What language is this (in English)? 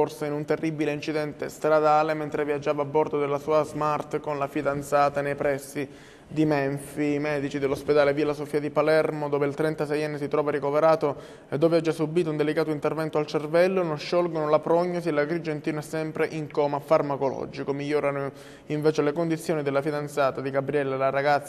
Italian